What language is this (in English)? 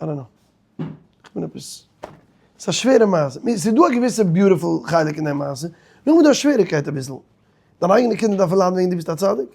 Yiddish